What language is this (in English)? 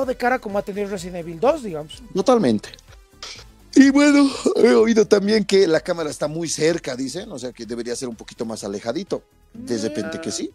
Spanish